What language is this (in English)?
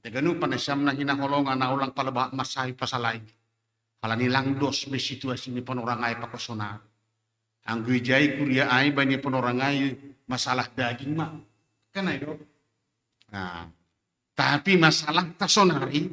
Batak Simalungun